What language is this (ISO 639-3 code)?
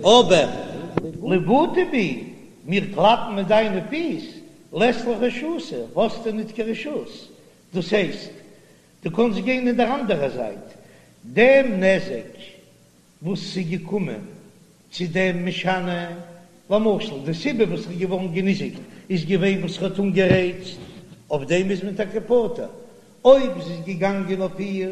yid